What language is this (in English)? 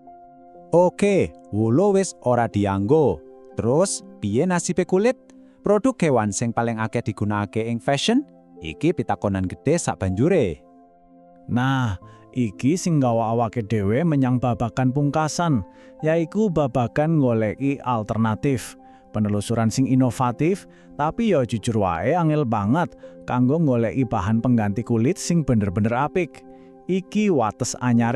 Javanese